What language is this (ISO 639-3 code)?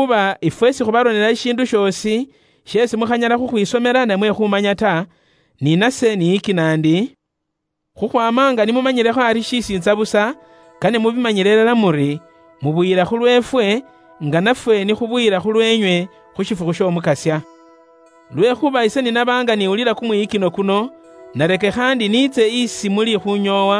luy